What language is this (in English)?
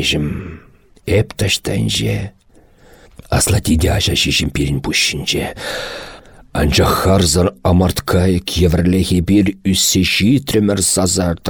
Chuvash